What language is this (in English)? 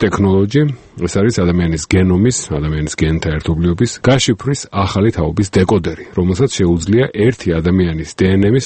Georgian